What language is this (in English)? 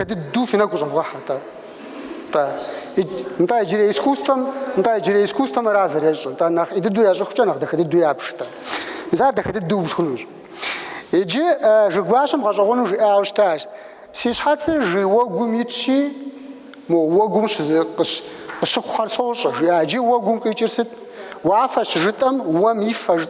Kabardian